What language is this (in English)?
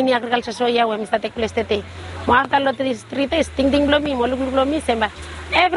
Bislama